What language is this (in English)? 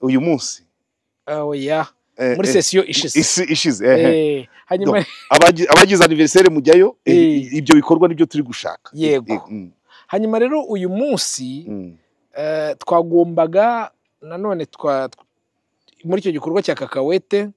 Kinyarwanda